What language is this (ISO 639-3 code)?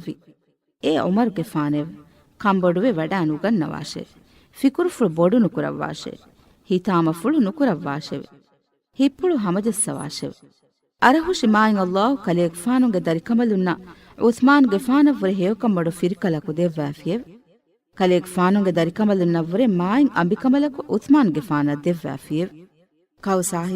div